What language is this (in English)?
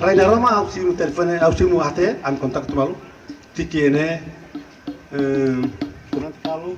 Tetum